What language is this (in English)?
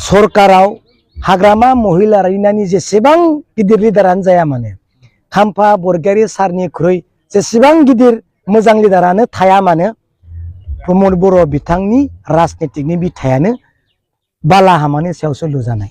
Bodo